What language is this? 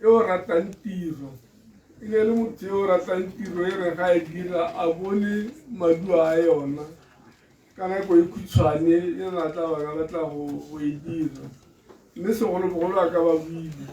Tswana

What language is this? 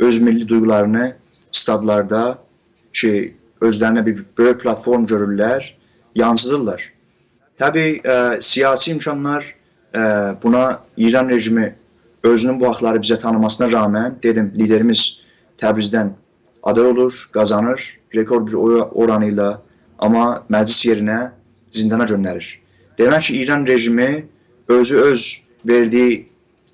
South Azerbaijani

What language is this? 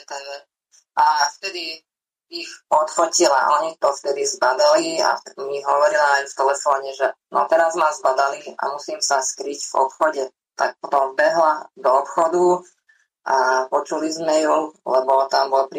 Slovak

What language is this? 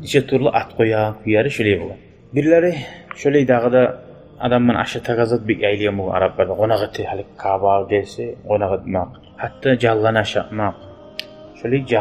Kumyk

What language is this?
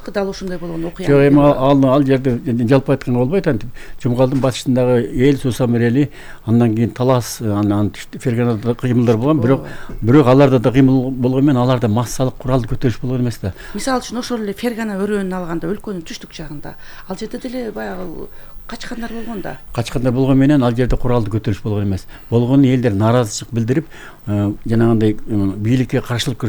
Kyrgyz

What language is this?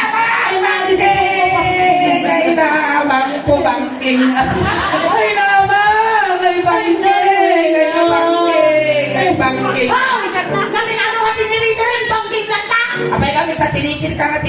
Iloko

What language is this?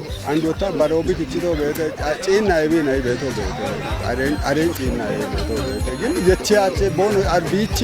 Kafa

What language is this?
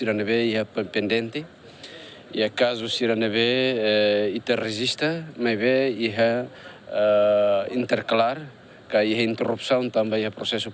Tetum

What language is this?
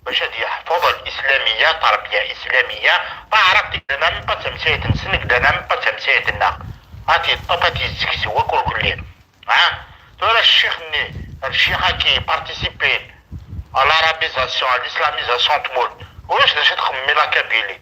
Kabyle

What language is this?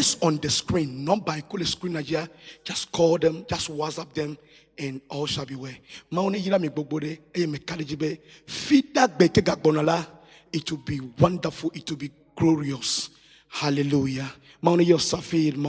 Ewe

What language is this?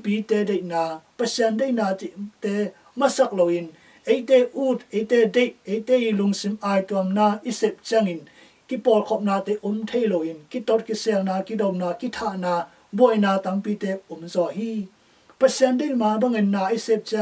Tedim Chin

